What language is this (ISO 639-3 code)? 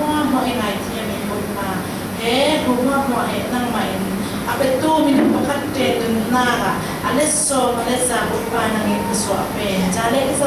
cfm